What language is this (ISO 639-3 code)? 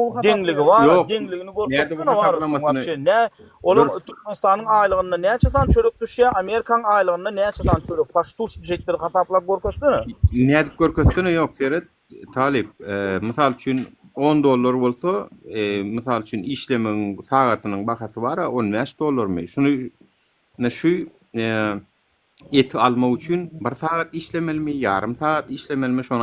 tuk